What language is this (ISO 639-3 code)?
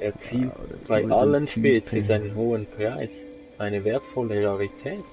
gsw